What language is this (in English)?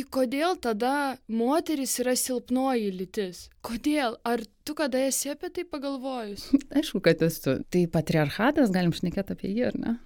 Lithuanian